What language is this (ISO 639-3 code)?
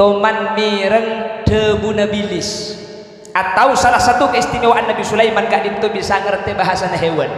mad